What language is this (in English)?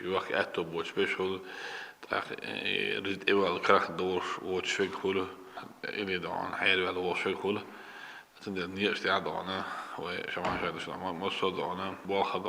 Chechen